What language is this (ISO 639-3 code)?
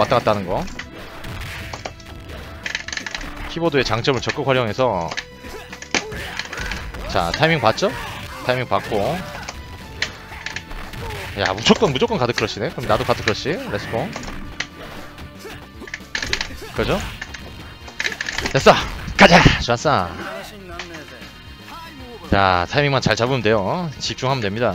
kor